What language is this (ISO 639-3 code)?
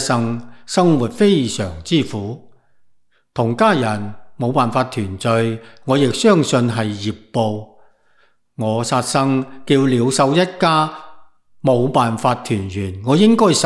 yue